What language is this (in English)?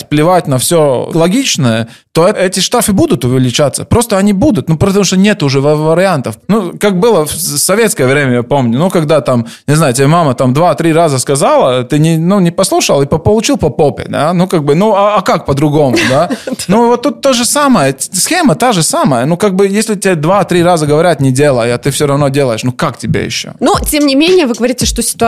Russian